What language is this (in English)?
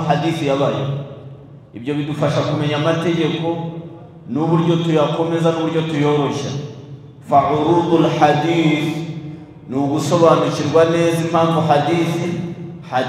Kinyarwanda